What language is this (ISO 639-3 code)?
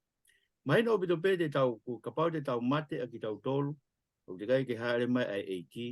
ton